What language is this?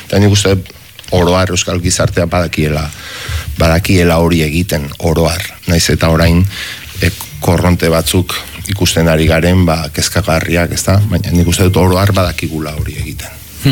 Basque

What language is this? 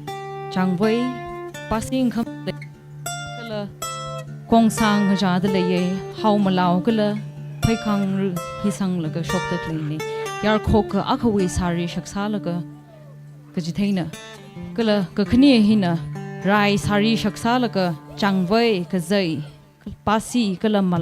Tangkhul Naga (India)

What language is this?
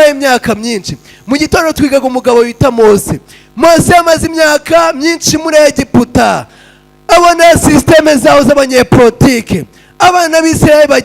Kinyarwanda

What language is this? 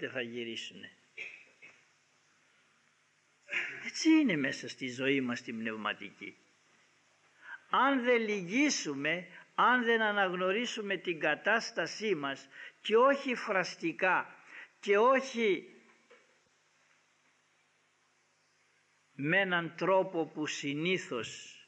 Greek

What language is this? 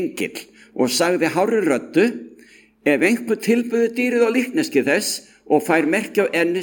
Icelandic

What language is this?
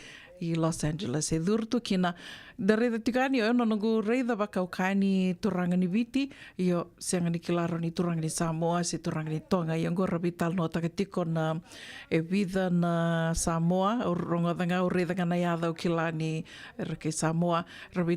Fijian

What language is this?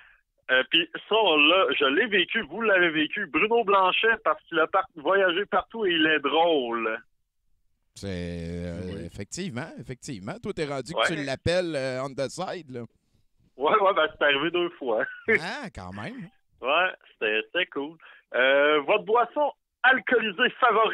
French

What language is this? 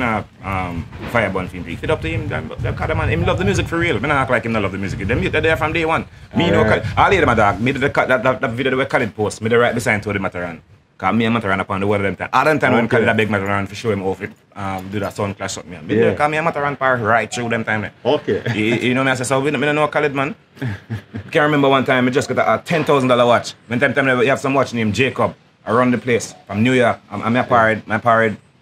Jamaican Creole English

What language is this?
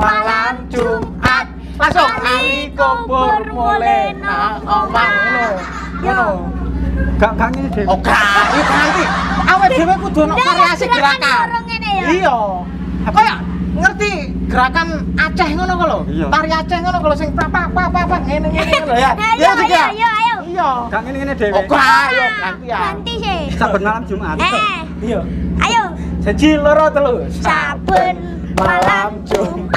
Javanese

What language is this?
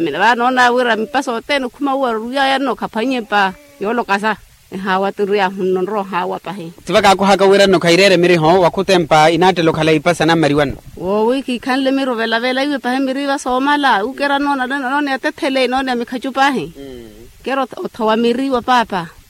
Makhuwa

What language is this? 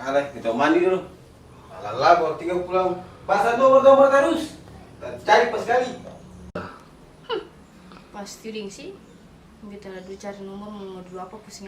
Ambonese Malay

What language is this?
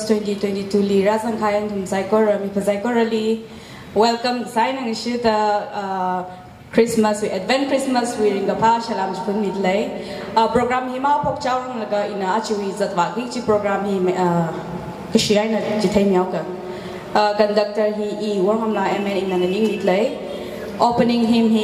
Tangkhul Naga (India)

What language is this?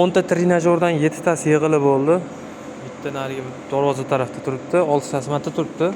Uzbek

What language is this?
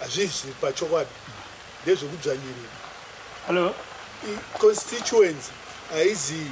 Shona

